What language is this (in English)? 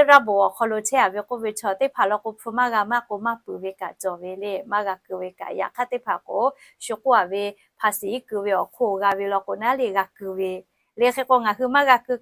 Lahu